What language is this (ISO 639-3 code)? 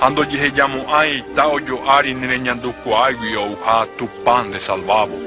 grn